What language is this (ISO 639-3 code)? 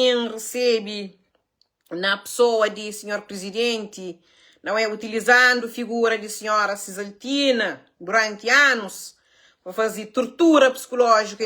kea